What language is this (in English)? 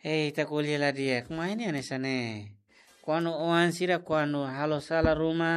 Tetum